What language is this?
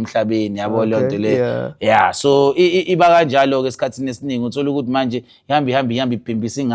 Zulu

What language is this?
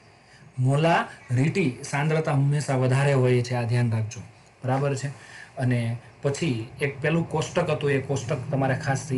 Gujarati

